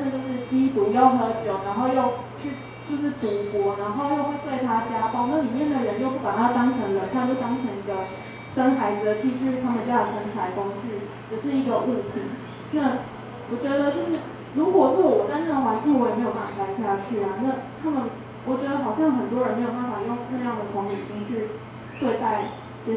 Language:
Chinese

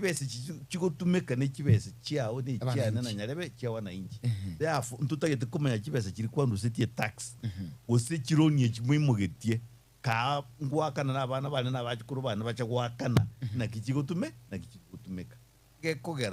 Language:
Gusii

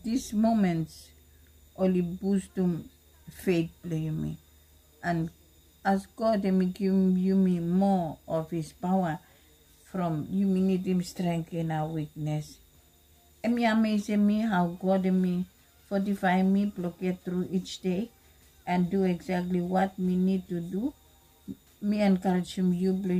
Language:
Bislama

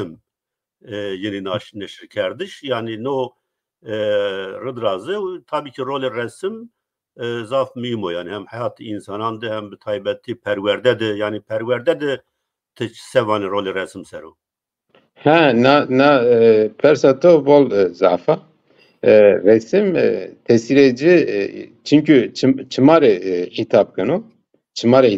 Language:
Zaza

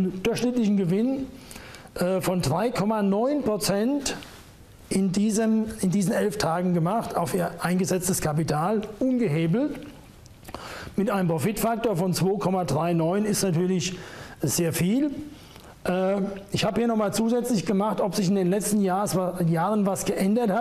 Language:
German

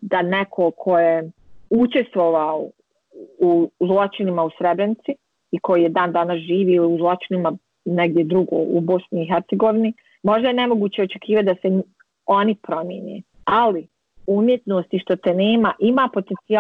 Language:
Bosnian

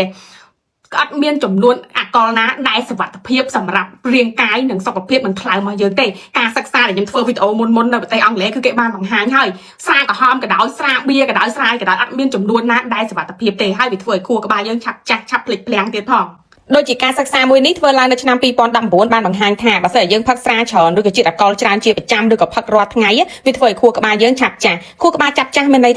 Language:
Khmer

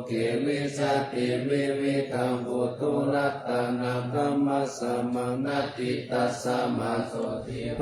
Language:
Pali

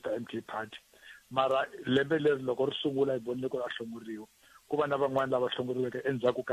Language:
Tsonga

